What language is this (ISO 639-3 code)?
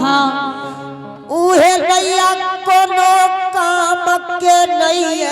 anp